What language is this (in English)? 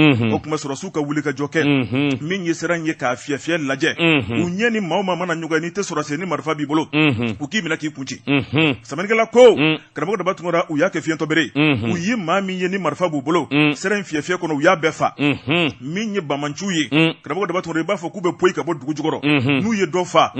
Bambara